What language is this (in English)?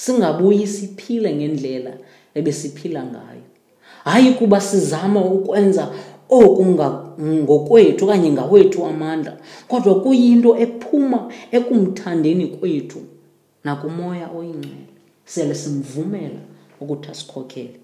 Xhosa